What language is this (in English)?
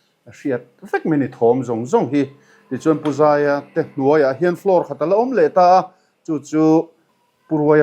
Mizo